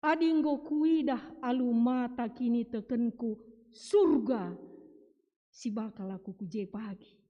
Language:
Batak Karo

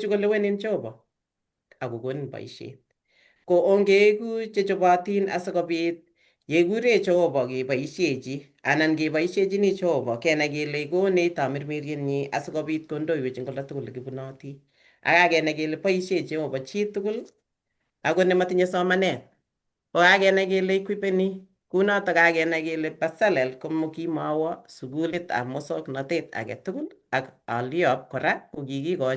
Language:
Kalenjin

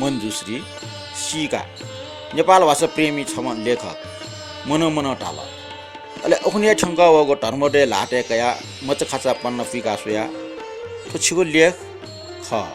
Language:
Newari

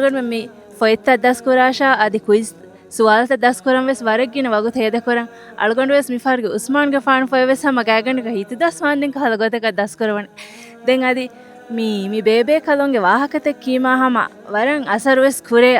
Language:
Divehi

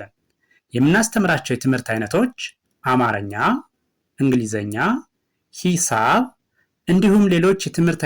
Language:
Amharic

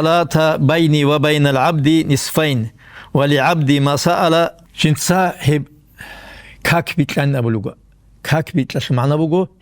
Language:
Avaric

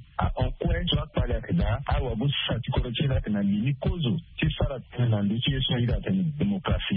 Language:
Sango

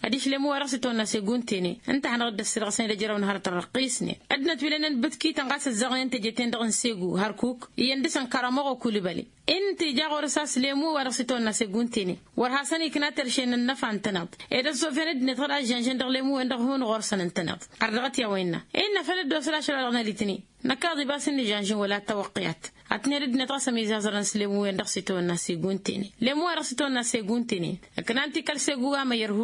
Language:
Tamasheq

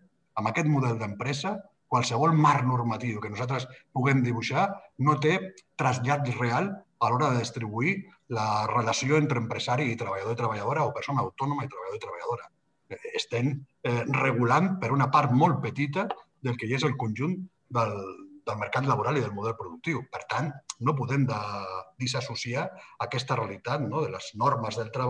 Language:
Catalan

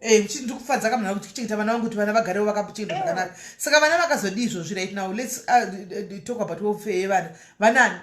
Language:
Shona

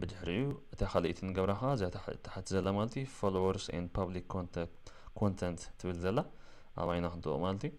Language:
Tigrinya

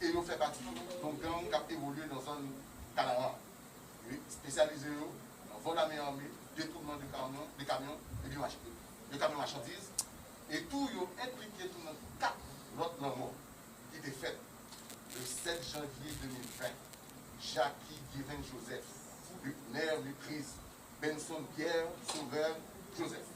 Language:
Haitian Creole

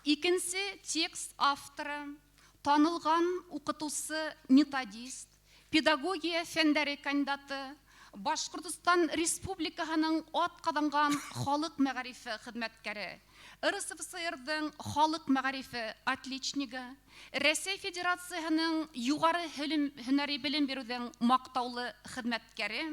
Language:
Bashkir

